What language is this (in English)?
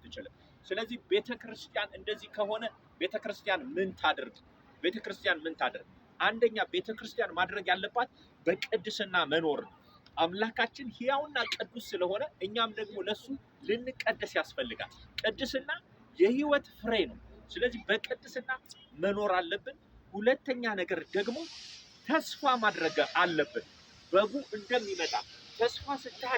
Amharic